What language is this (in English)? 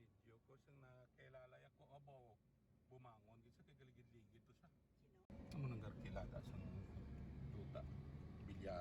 Hiligaynon